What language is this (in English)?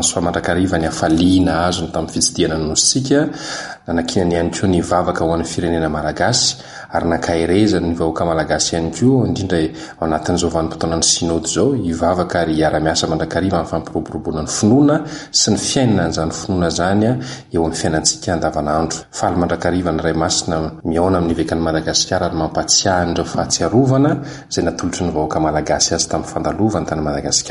Malagasy